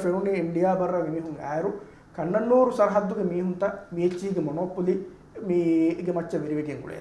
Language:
Divehi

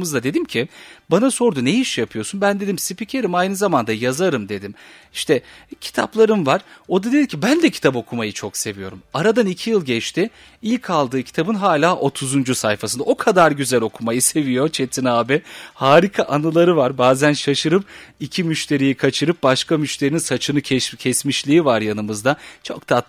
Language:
Turkish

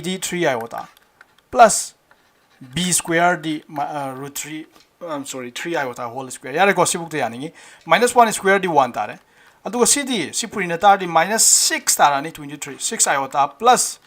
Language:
Manipuri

